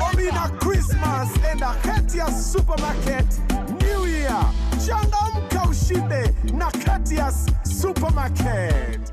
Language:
Meru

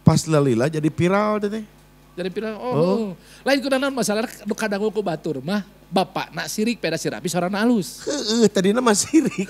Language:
Sundanese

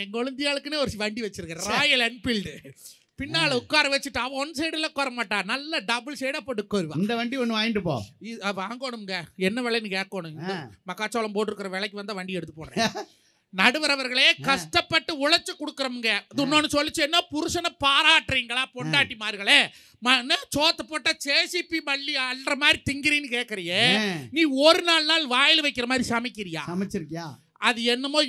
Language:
Tamil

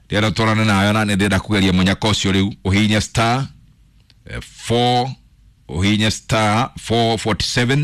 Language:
Kikuyu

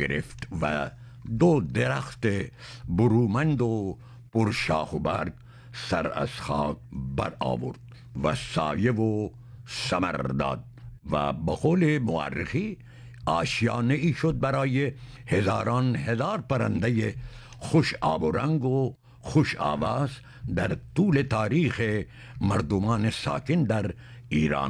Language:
Persian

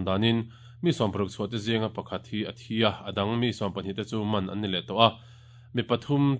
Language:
Mizo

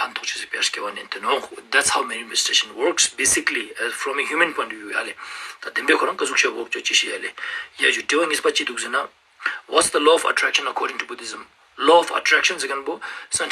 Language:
Ladakhi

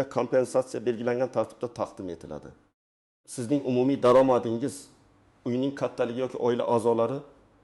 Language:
Uzbek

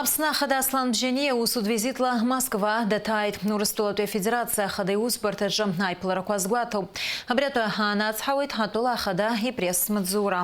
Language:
Abkhazian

